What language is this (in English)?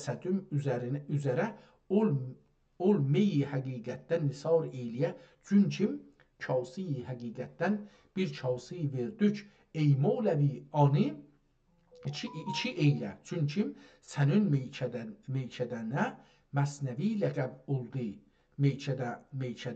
South Azerbaijani